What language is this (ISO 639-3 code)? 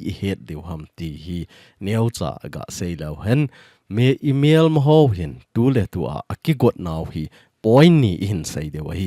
tcz